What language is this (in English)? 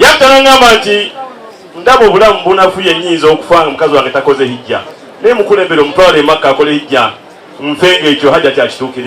Ganda